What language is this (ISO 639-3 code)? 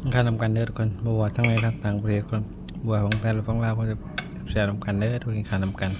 tts